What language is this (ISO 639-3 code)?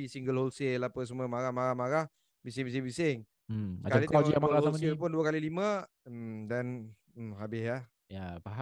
msa